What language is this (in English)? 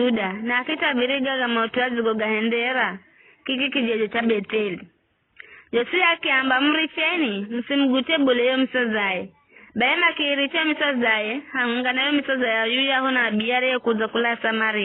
Giryama